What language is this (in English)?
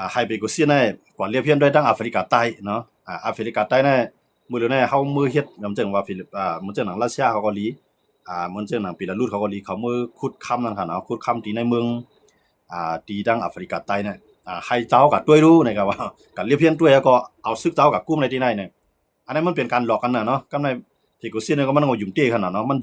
Shan